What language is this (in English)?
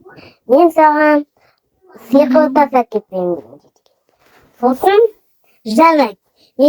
Kazakh